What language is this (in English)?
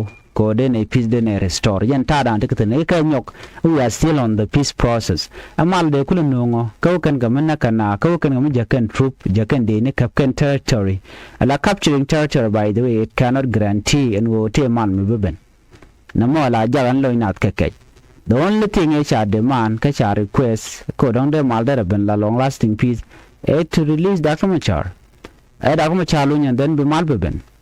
Nuer